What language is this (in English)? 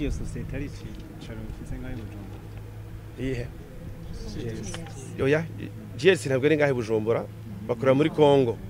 Rundi